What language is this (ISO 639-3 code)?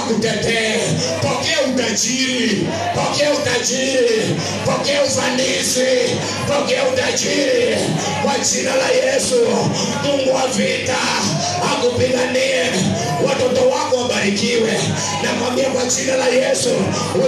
swa